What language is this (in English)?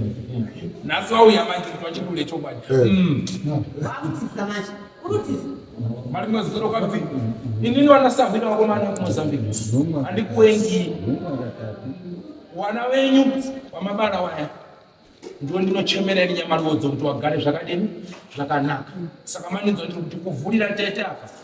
Shona